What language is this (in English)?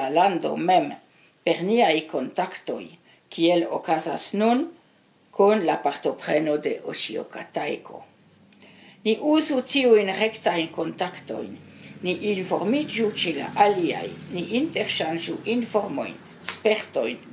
Esperanto